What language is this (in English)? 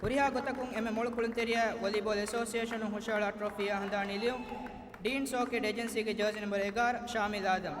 Divehi